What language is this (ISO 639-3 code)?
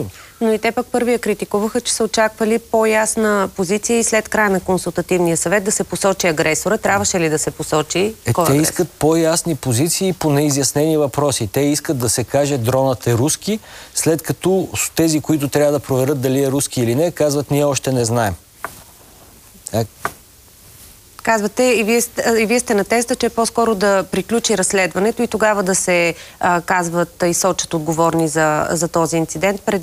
bul